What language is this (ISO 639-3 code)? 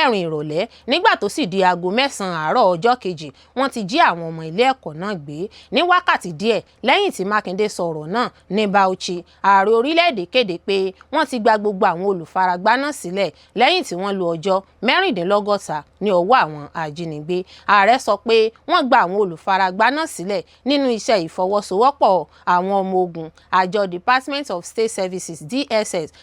yor